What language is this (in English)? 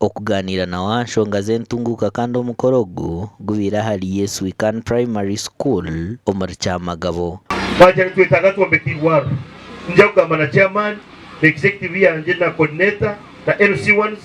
Nyankole